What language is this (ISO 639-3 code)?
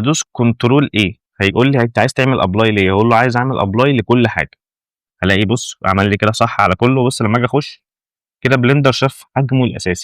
arz